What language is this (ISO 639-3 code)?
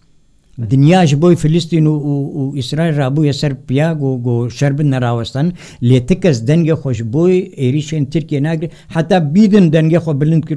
kur